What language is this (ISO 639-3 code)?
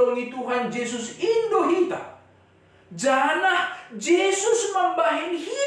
bts